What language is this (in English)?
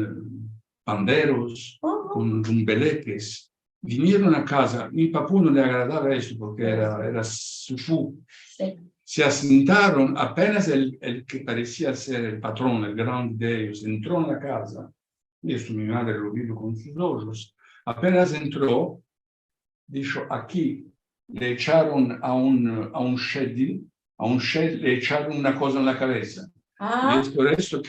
Ladino